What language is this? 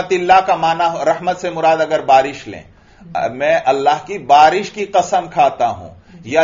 Urdu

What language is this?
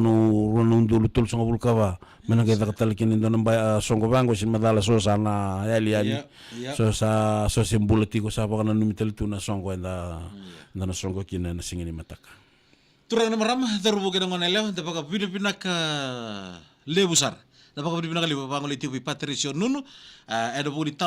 Fijian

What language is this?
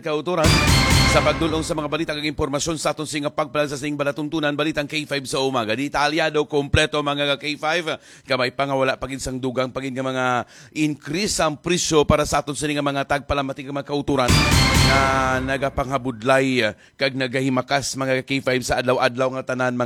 Hiligaynon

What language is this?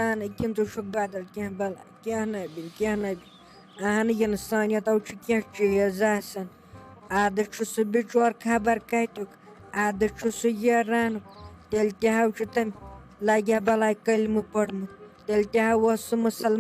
Kashmiri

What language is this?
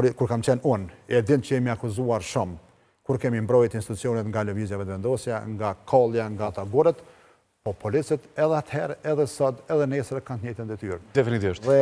Albanian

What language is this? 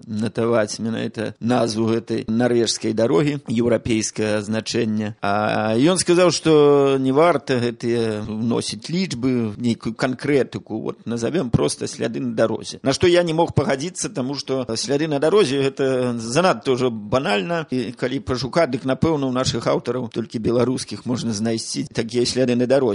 Belarusian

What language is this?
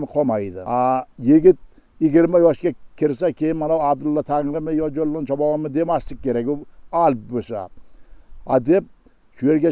Uzbek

